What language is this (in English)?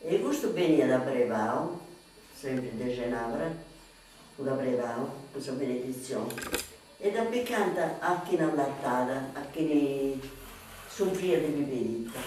Sardinian